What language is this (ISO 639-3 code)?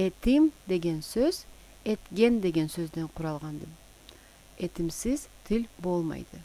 krc